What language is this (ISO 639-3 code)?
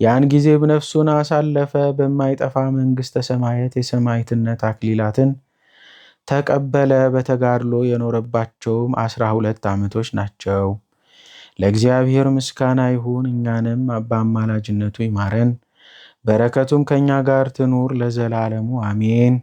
amh